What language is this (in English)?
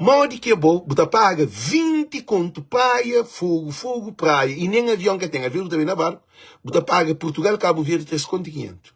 Kabuverdianu